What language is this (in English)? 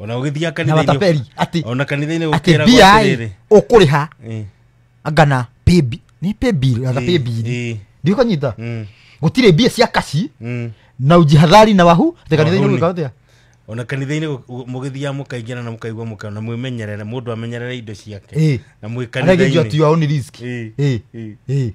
Kikuyu